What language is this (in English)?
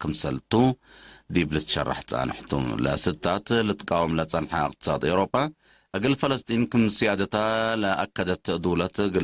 Tigre